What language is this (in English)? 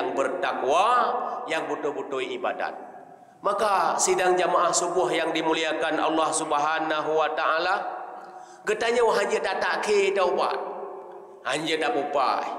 Achinese